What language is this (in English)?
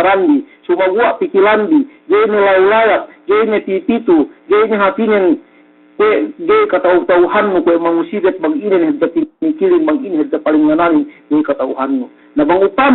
Yakan